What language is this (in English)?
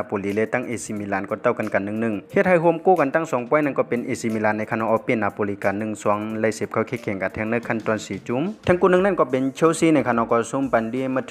Shan